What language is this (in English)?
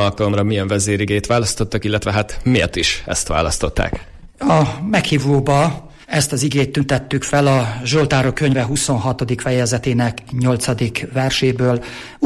Hungarian